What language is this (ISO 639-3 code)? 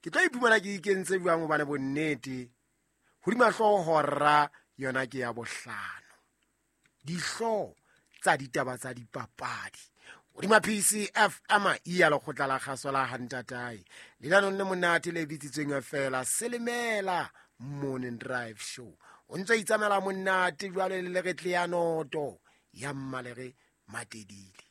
sot